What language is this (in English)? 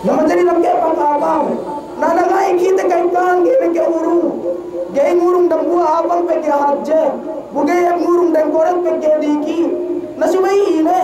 Yakan